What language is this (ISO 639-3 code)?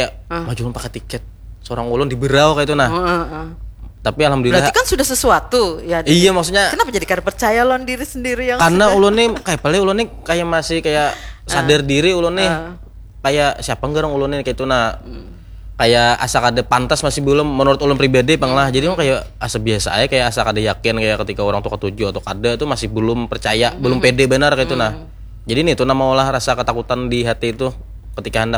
bjn